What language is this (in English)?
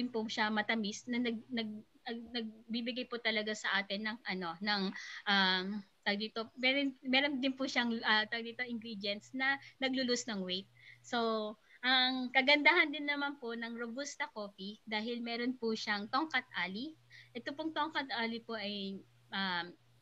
Filipino